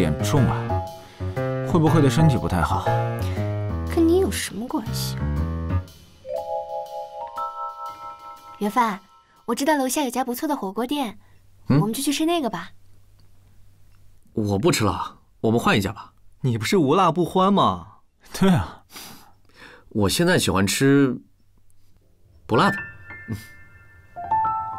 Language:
Chinese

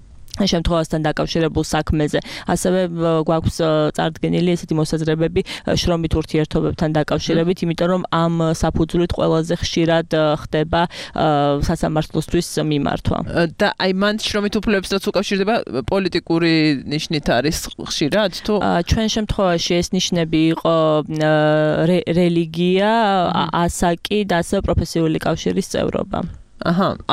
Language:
Georgian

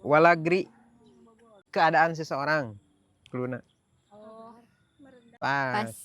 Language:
Sundanese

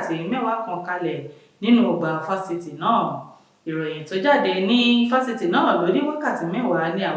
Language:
Yoruba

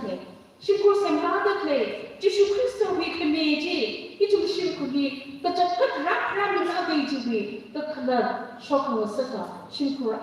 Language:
Tangkhul Naga (India)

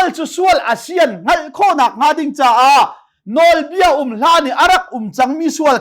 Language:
Hakha Chin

